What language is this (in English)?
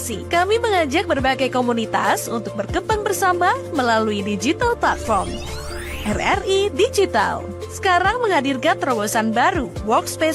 Manado Malay